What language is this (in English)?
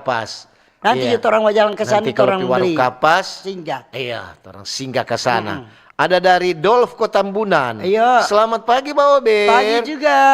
Manado Malay